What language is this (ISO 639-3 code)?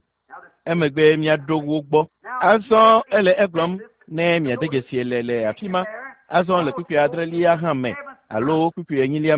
ewe